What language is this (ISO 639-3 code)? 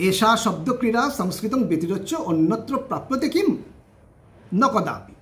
san